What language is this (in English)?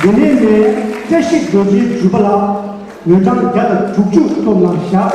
Tibetan